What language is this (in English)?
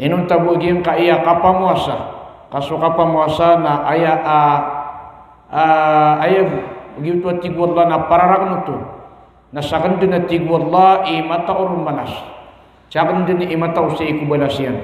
Maranao